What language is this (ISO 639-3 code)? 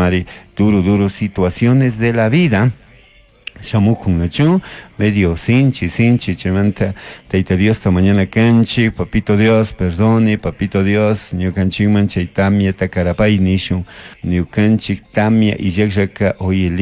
qug